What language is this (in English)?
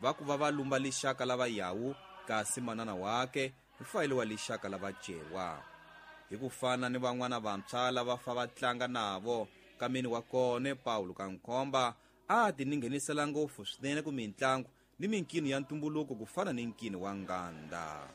Tsonga